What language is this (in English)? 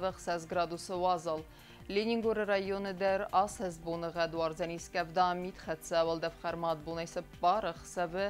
Ossetic